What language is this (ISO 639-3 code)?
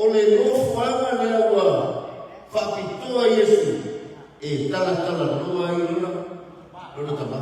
smo